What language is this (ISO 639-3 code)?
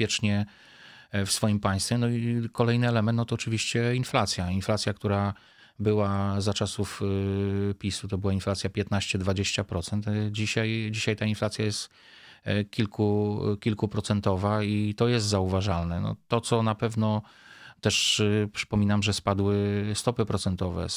pol